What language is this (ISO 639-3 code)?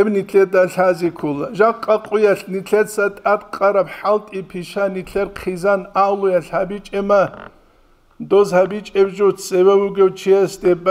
ava